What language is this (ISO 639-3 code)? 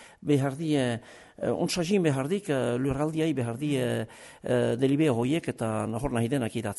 eus